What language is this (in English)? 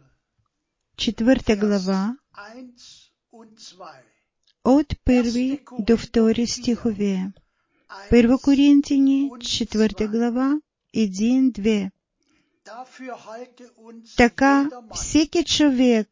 Bulgarian